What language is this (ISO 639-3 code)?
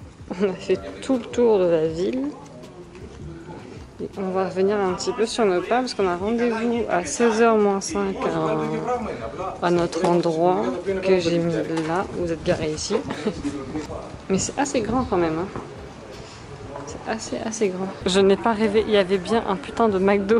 fra